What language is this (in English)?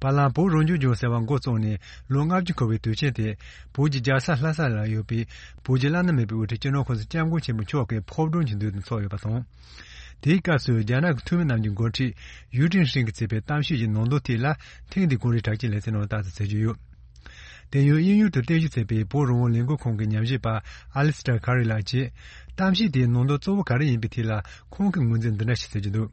Tibetan